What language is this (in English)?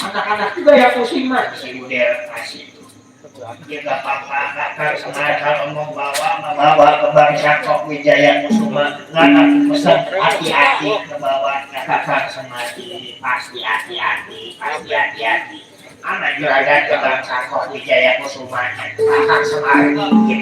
Betawi